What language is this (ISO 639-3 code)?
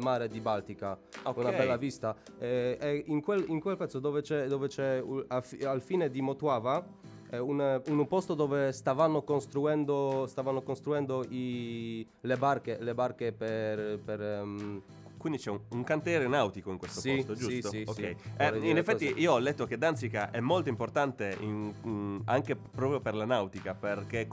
ita